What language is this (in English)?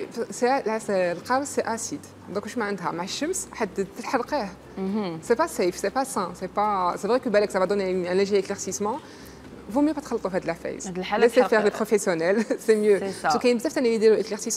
Algerian Arabic